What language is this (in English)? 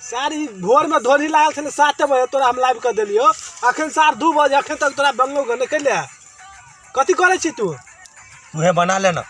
Maithili